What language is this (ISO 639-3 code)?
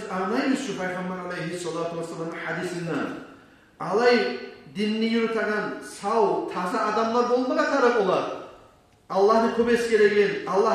kum